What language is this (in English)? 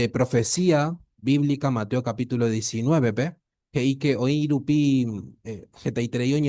Guarani